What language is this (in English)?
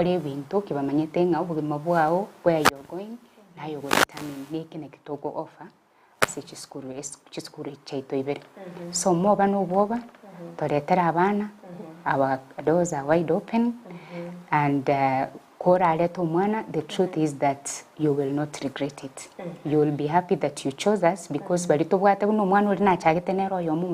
Gusii